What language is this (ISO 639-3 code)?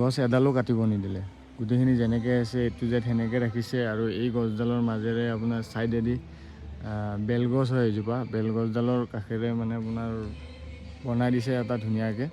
asm